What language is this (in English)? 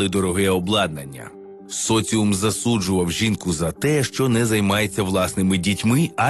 Ukrainian